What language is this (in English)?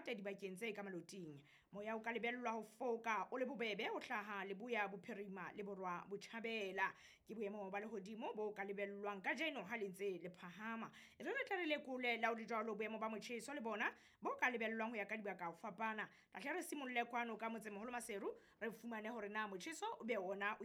Southern Sotho